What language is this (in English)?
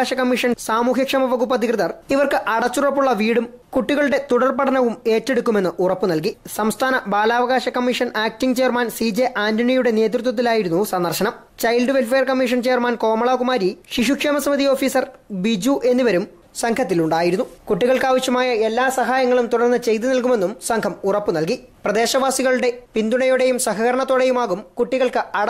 Malayalam